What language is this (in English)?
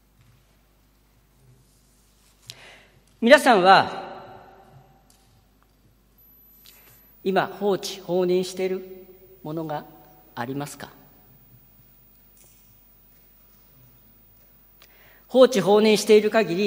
Japanese